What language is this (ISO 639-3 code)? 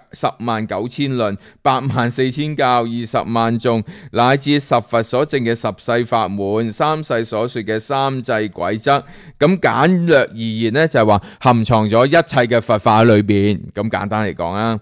yue